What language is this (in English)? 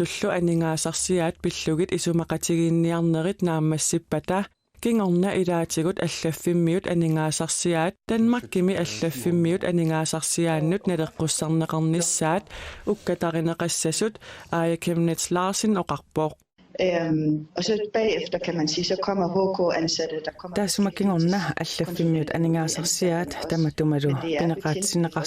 Kalaallisut